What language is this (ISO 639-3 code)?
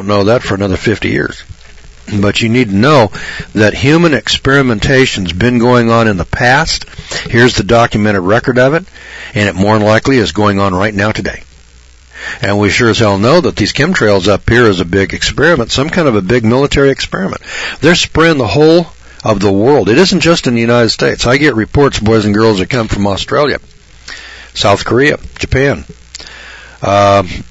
eng